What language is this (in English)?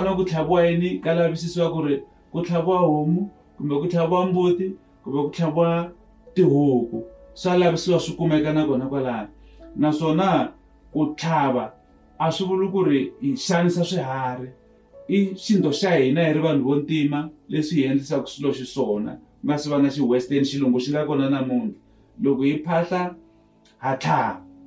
Tsonga